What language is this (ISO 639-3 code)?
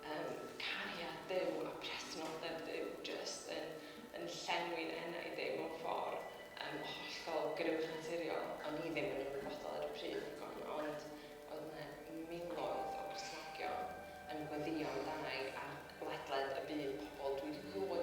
cym